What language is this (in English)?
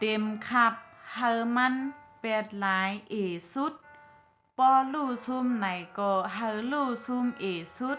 Shan